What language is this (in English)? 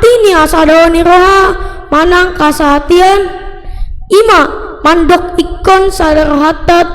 Batak Toba